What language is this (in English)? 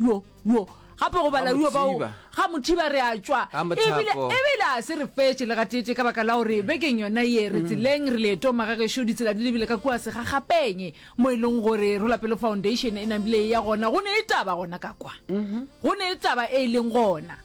Northern Sotho